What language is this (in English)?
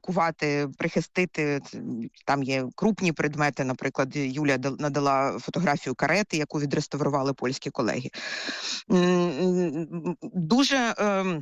Ukrainian